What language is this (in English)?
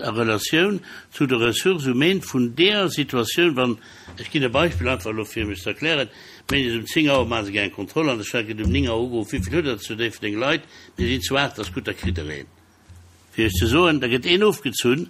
Luxembourgish